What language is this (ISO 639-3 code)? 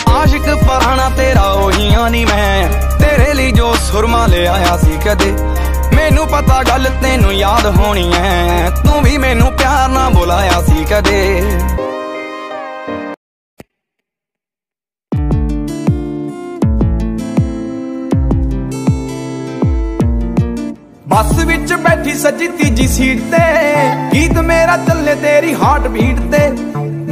pan